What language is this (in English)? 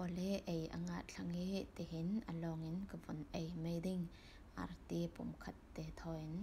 Falam Chin